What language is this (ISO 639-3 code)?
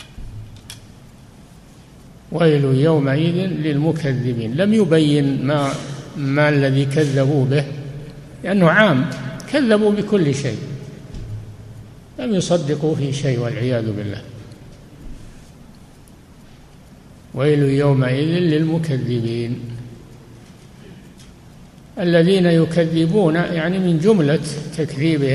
ara